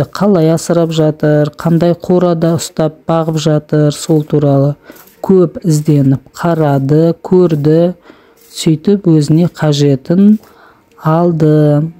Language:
Kazakh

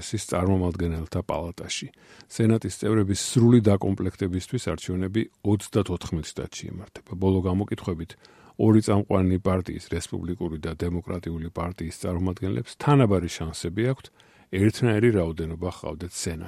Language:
Georgian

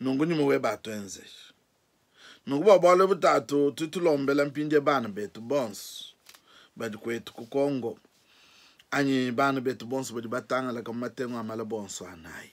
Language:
Luba-Lulua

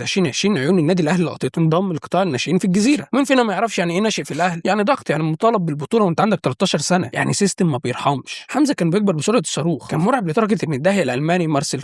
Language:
Egyptian Arabic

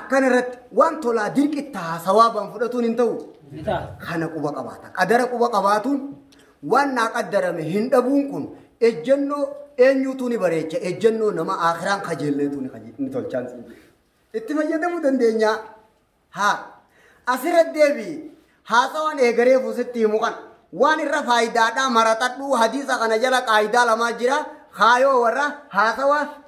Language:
Oromo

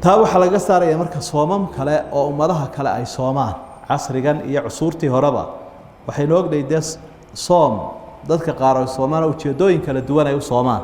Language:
Somali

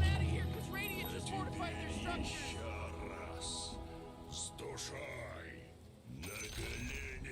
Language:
Yakut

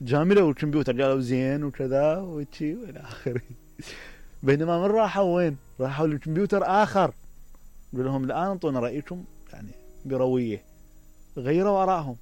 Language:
Mesopotamian Arabic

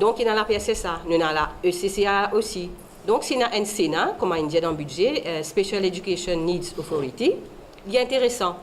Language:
Morisyen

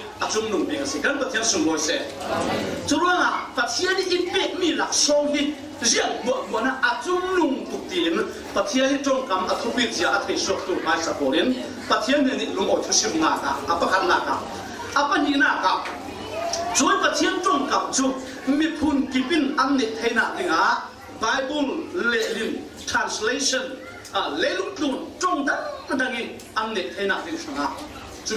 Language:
Falam Chin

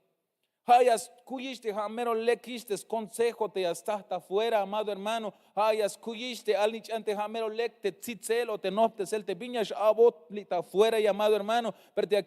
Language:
Tzeltal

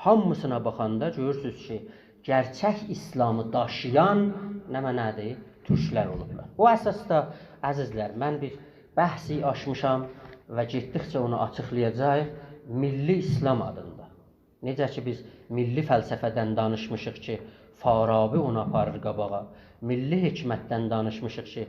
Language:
South Azerbaijani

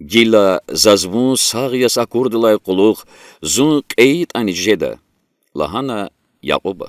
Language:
Lezghian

